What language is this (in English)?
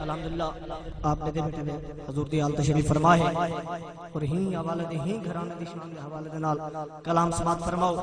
Saraiki